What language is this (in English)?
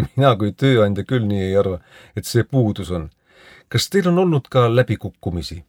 Estonian